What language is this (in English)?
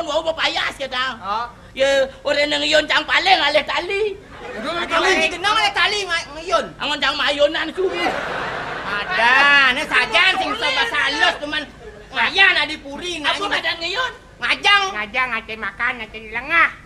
Balinese